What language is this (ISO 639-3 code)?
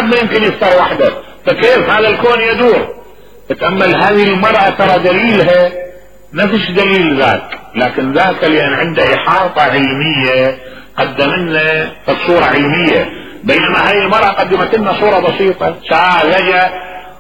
acm